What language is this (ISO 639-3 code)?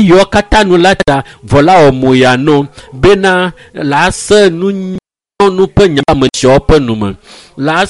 ewe